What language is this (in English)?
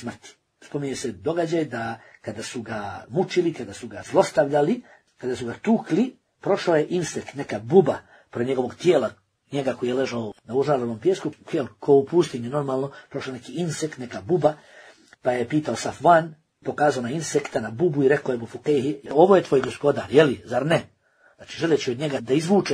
Bosnian